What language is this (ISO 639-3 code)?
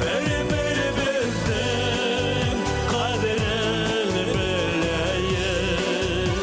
bak